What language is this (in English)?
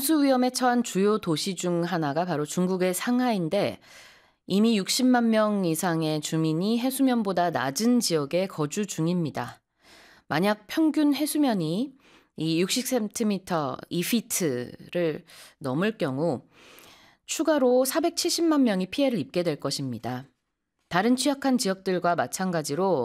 Korean